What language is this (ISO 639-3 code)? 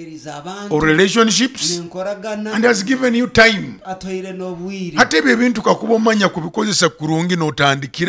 nyo